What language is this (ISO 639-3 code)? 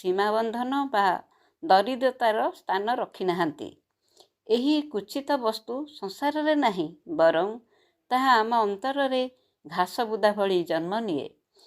ori